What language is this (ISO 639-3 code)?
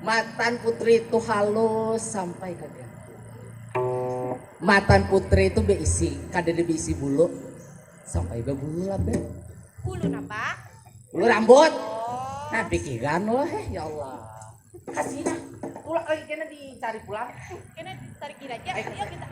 bjn